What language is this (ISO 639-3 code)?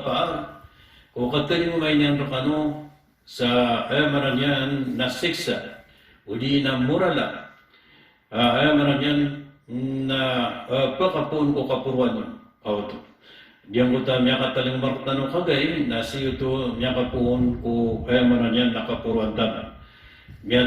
mrw